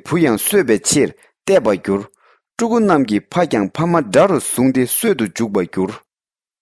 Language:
Tibetan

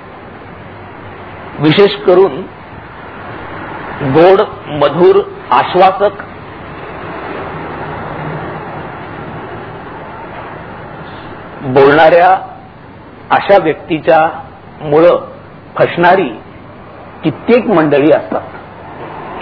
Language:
Marathi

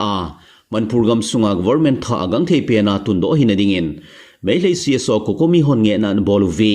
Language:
Thado Chin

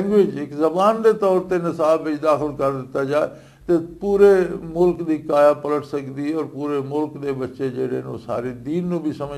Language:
Western Panjabi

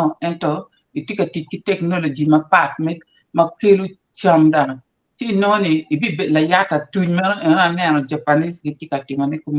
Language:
Acoli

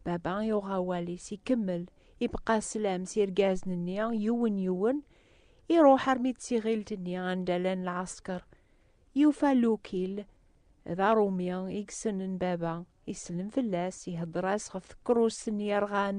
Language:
Kabyle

